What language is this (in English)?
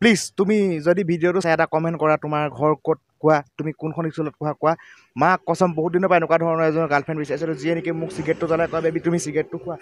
Assamese